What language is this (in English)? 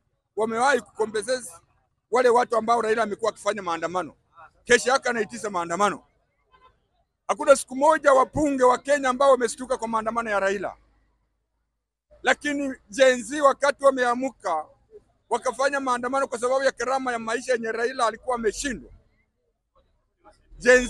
Swahili